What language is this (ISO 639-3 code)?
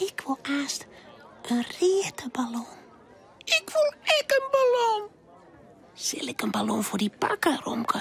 fry